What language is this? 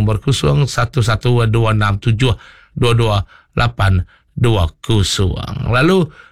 Iban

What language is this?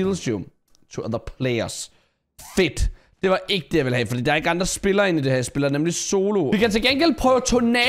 Danish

